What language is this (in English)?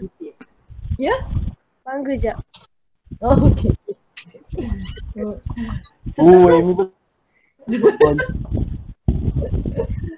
Malay